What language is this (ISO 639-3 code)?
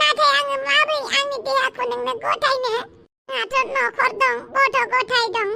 brx